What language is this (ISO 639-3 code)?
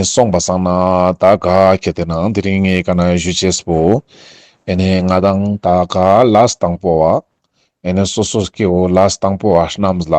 lbj